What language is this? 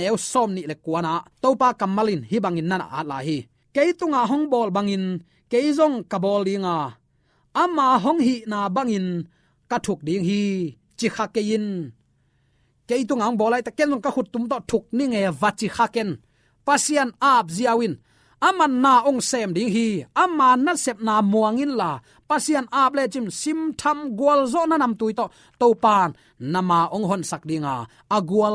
Tedim Chin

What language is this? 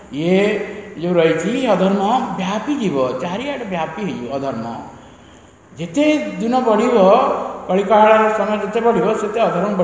Odia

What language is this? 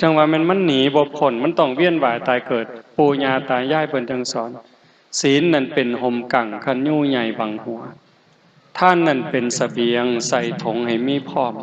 Northeastern Thai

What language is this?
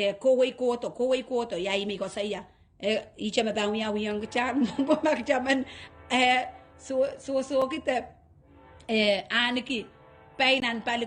Pohnpeian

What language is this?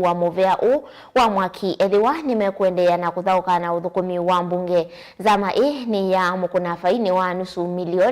Kamba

